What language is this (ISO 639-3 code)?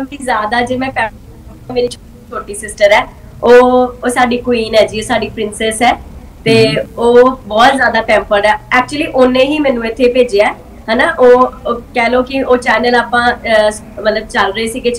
pan